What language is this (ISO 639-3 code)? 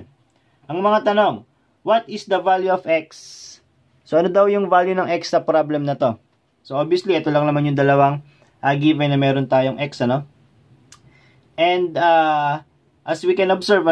fil